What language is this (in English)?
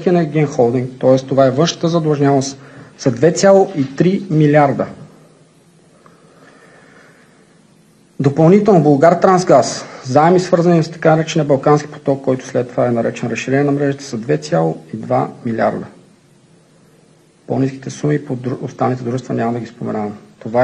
Bulgarian